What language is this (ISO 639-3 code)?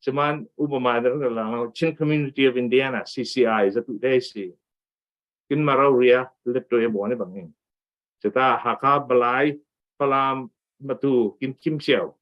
cfm